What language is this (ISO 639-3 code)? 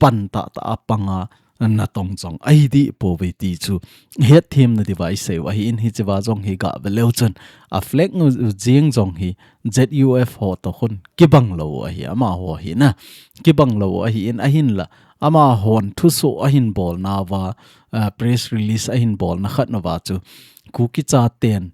tcz